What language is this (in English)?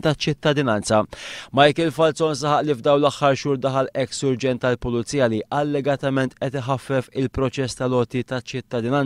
Maltese